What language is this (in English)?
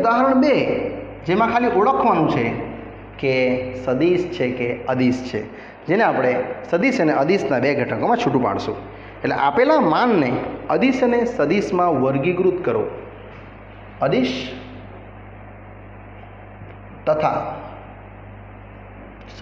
Gujarati